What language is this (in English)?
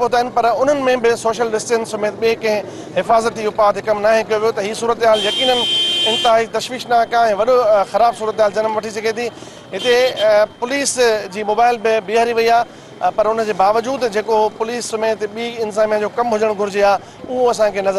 Sindhi